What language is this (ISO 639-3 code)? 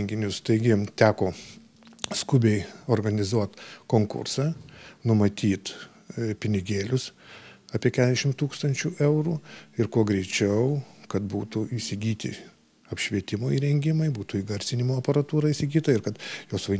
lit